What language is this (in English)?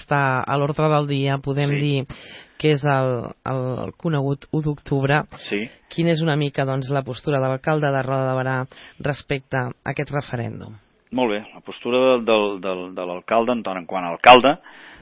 Catalan